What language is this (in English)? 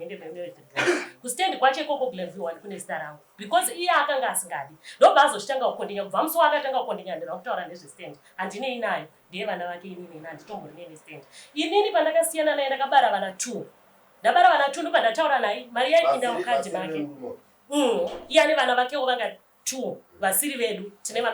Shona